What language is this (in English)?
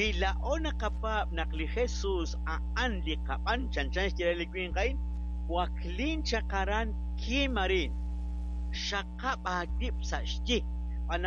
Kekchí